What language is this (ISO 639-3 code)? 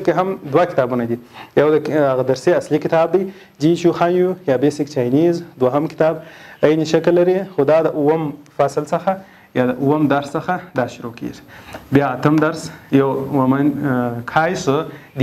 pus